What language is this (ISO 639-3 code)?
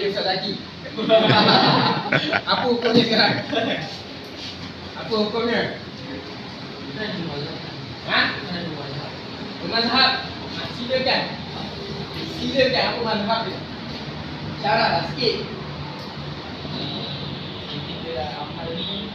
msa